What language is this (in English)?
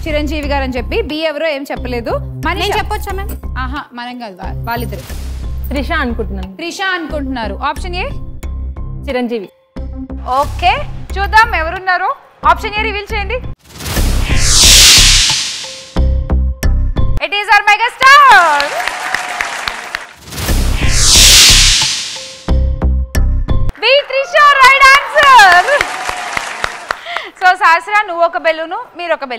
Telugu